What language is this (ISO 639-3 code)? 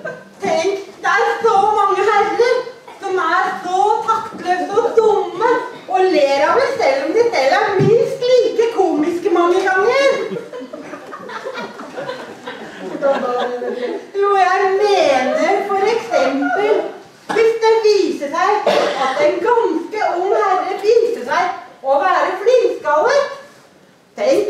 nor